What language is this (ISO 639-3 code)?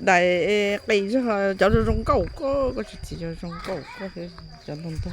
hmn